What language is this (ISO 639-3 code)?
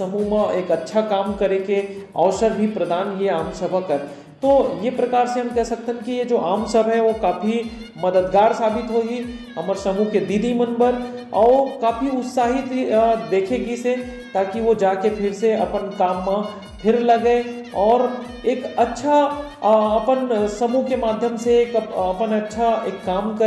hne